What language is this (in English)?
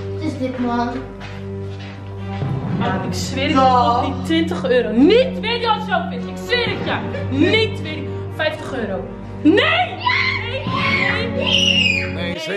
Dutch